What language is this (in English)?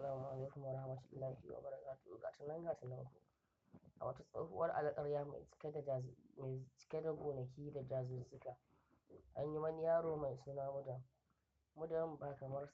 Hausa